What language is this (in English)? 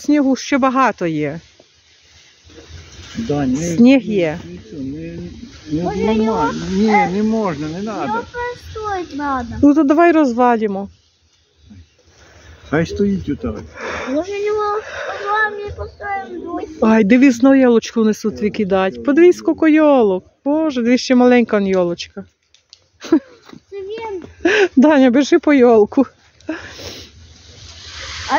Ukrainian